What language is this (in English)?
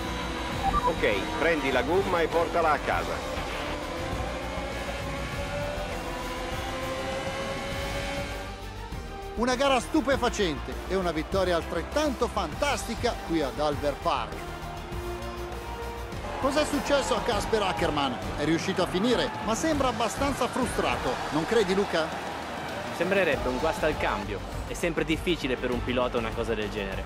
Italian